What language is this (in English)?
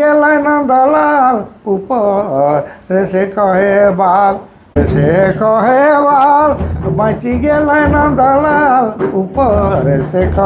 Sadri